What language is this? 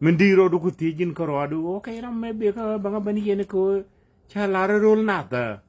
Nuer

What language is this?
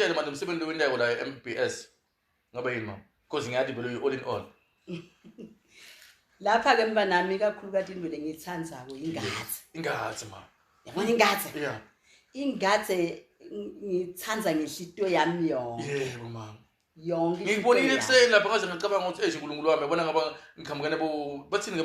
Zulu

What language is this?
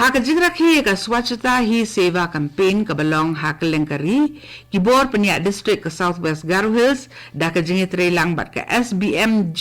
Khasi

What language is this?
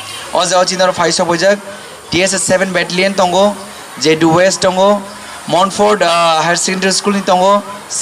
Kok Borok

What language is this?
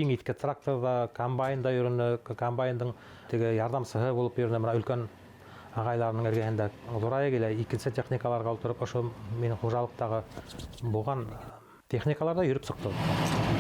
Bashkir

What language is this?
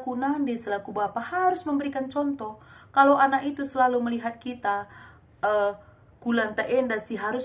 Batak Karo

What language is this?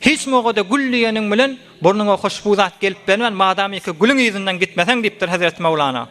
Turkmen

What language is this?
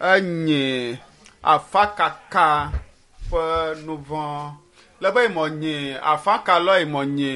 Ewe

